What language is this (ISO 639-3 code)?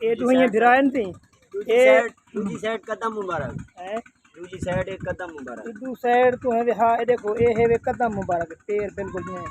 skr